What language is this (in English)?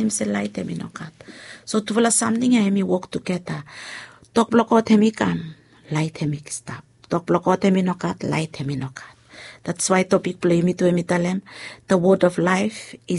Bislama